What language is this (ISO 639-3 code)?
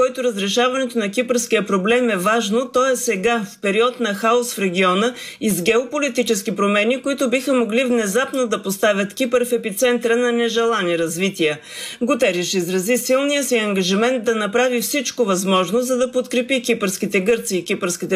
bul